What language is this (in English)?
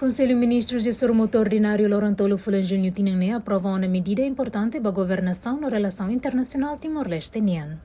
Tetum